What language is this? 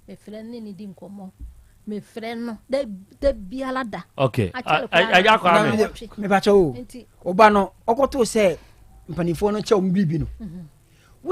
Akan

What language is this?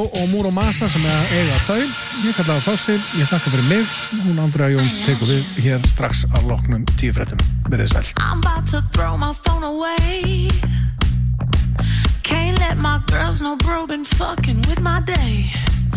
Icelandic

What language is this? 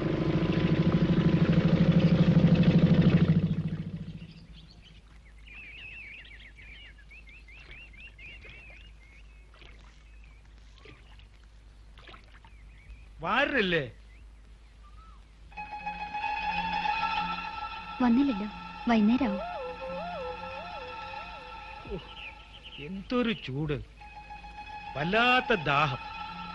Malayalam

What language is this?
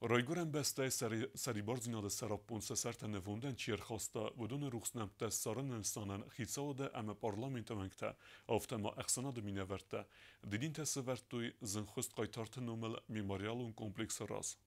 Ossetic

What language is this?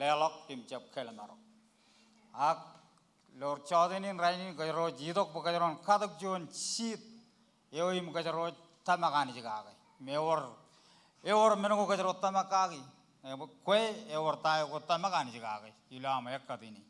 Marshallese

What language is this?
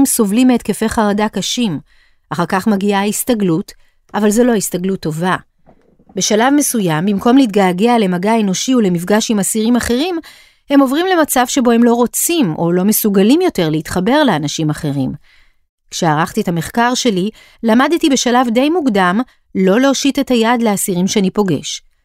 Hebrew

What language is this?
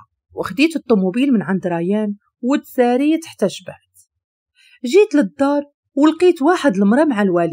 Moroccan Arabic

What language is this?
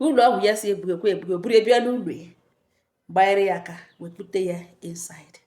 Igbo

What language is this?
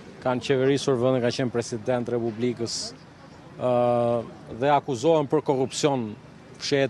Albanian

